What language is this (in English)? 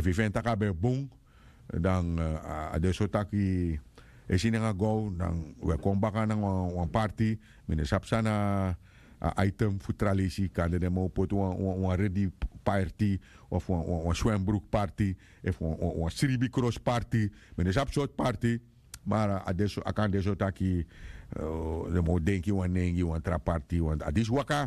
Sranan Tongo